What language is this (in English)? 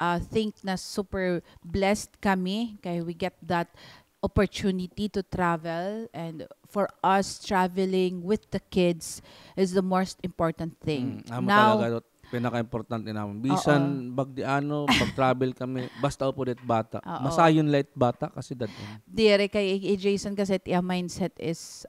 Waray